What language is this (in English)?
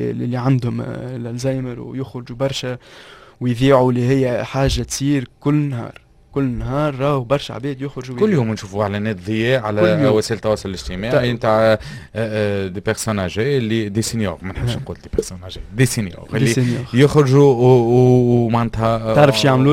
Tunisian Arabic